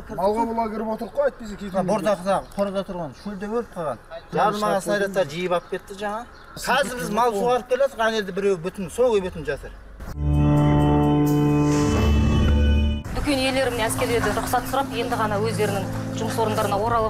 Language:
Kazakh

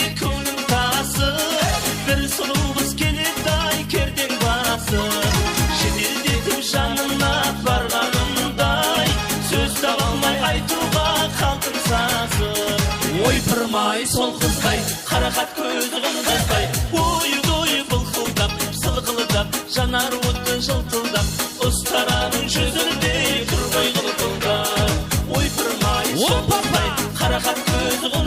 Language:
Kara-Kalpak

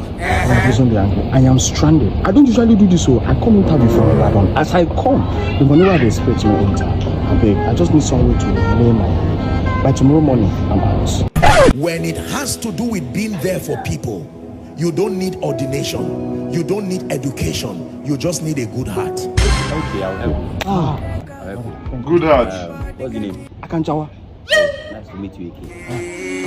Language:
Nigerian Pidgin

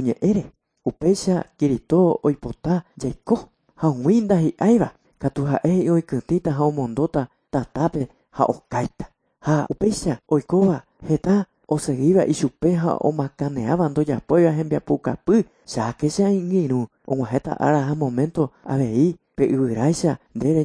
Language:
Guarani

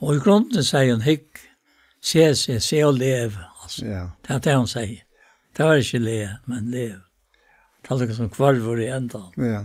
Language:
Faroese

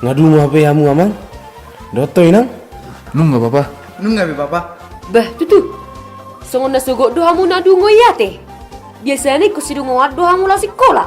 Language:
Batak Toba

